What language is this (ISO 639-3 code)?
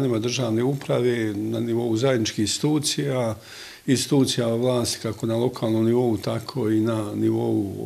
bos